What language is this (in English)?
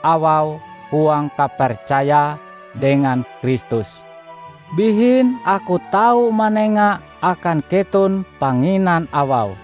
Ngaju